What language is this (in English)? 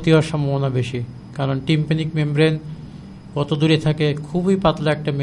Bangla